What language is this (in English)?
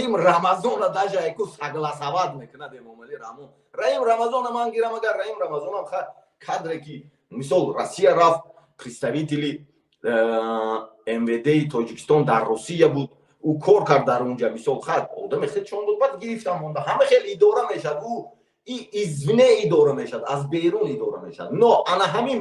Tajik